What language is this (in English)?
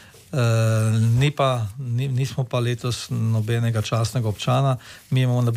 Slovenian